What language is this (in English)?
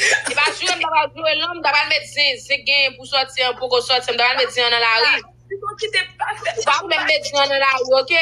Haitian Creole